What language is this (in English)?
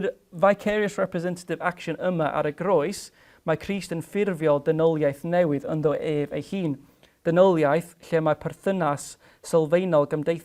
Welsh